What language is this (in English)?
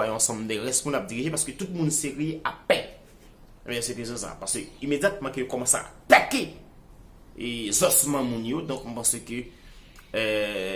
Haitian Creole